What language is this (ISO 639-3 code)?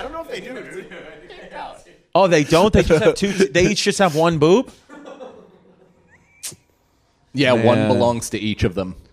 eng